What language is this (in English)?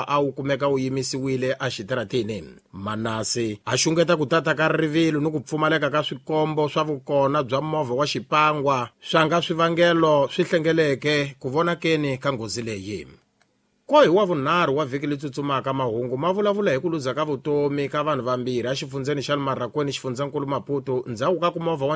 Tsonga